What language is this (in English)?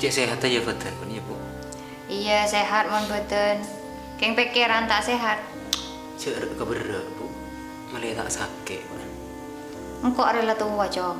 Madurese